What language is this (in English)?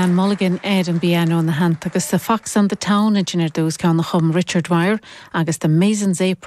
Irish